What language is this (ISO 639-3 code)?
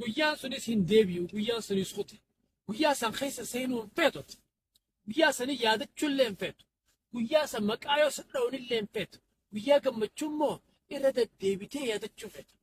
orm